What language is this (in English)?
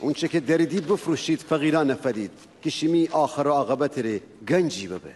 Gilaki